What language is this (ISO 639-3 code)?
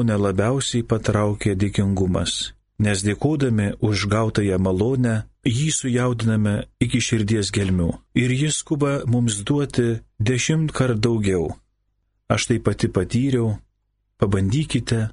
lit